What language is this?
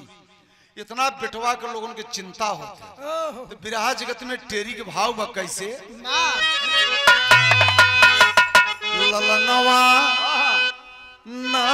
Bhojpuri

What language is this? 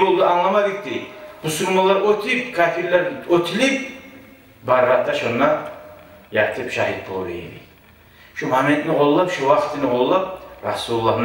Kumyk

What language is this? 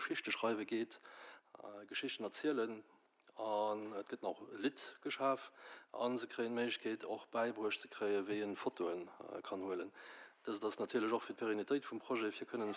Luxembourgish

